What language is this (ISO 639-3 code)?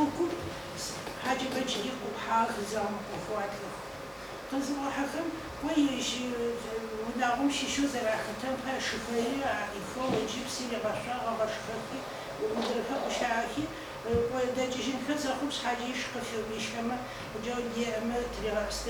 ady